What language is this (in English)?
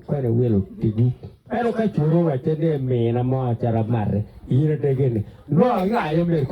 Acoli